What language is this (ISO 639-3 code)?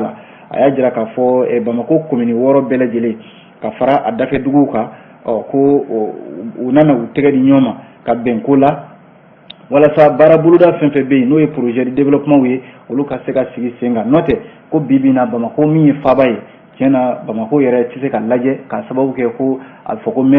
bam